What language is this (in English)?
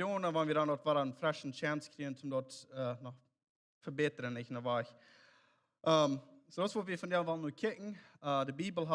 Plautdietsch